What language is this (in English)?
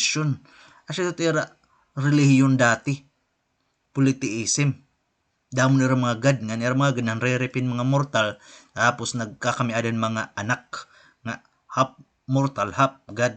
Waray